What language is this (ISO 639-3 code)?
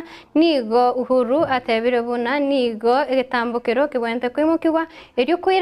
guz